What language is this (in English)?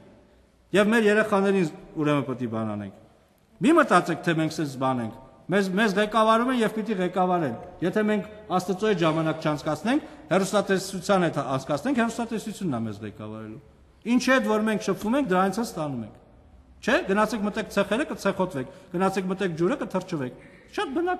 Armenian